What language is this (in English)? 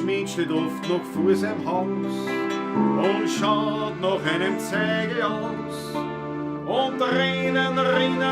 Bavarian